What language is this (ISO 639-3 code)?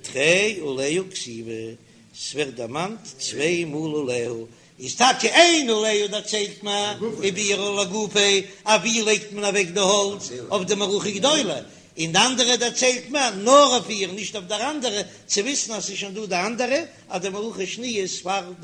yid